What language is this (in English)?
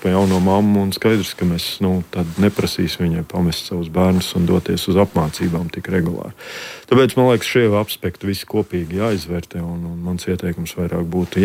Latvian